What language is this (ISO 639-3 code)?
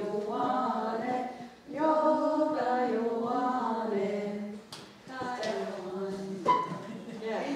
moh